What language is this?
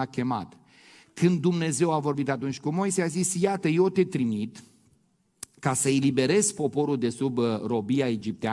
Romanian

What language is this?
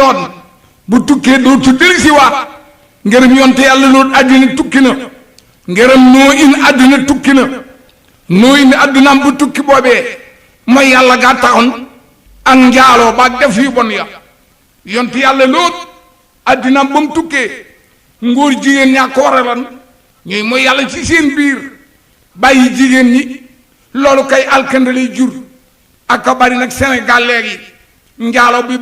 Wolof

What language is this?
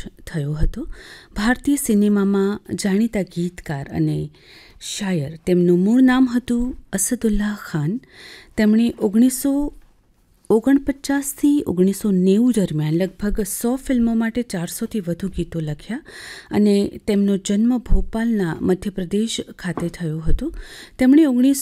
Gujarati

